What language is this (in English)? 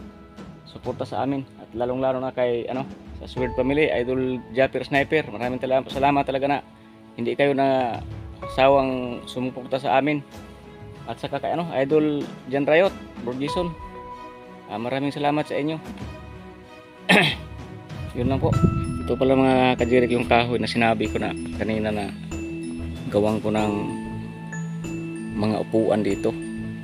Filipino